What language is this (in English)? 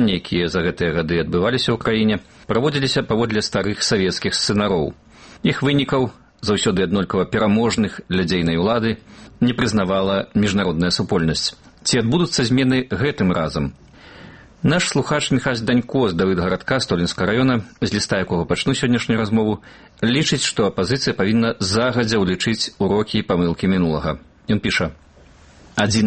Belarusian